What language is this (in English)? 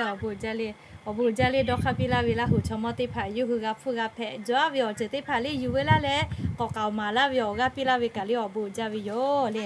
Lahu